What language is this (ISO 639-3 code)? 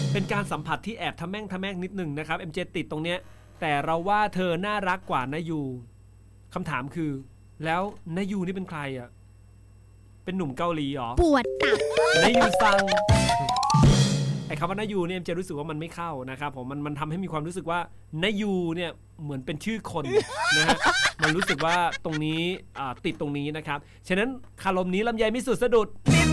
tha